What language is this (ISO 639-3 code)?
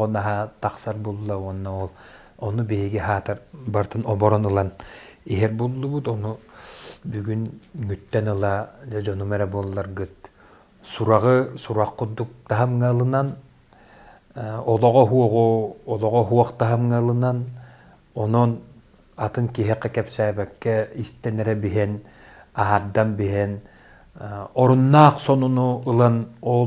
sah